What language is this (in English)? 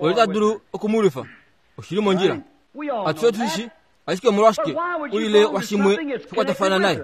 Kuanyama